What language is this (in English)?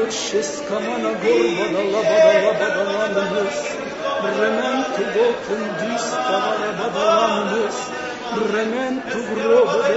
Ukrainian